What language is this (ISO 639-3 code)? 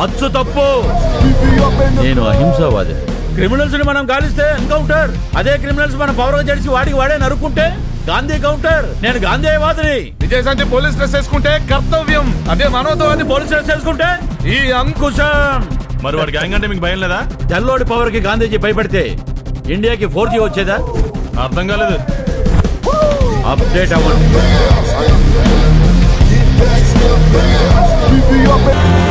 tel